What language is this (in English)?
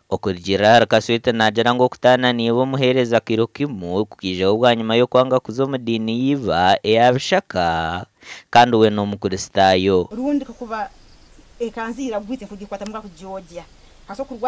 Nyankole